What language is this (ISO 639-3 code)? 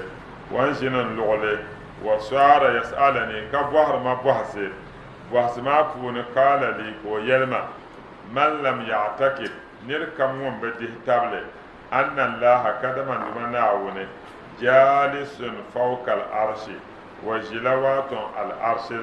dag